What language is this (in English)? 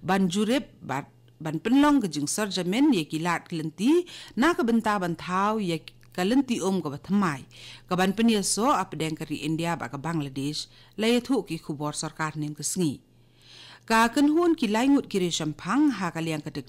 Khasi